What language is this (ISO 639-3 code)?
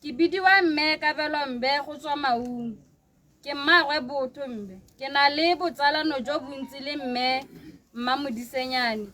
tsn